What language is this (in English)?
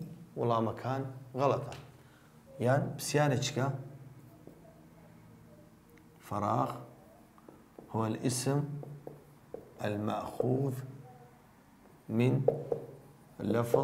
Central Kurdish